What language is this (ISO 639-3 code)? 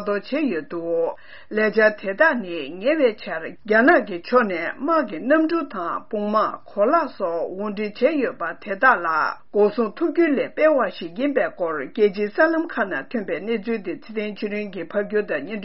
bod